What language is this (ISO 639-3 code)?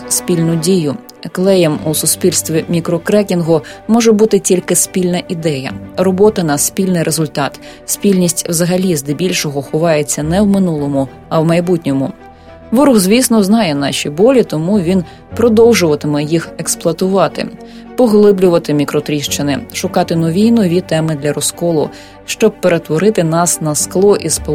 ukr